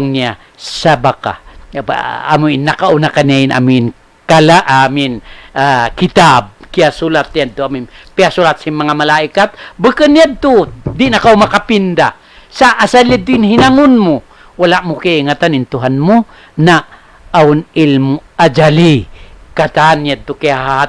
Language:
Tausug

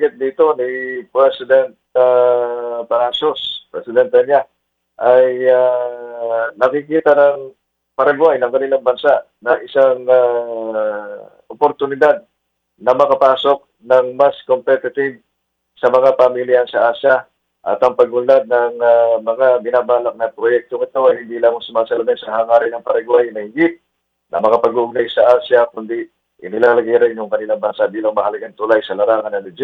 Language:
Filipino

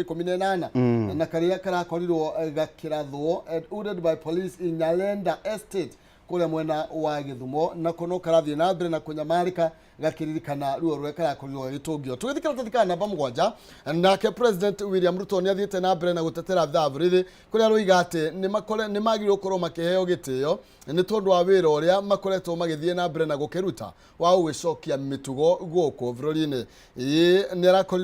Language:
Kikuyu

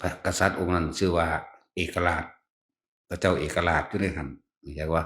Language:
Northeastern Thai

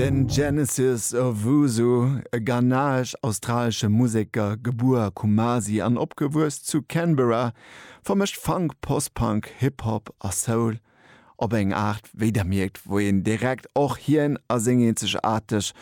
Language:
Luxembourgish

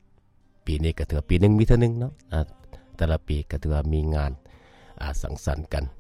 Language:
Lao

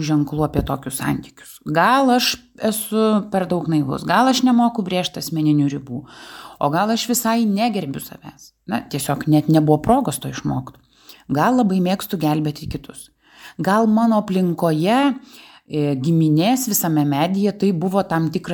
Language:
Lithuanian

